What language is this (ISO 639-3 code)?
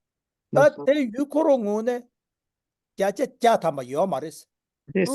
bod